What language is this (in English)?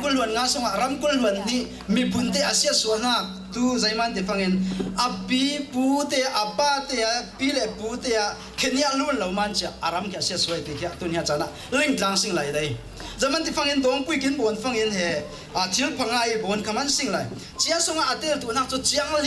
Falam Chin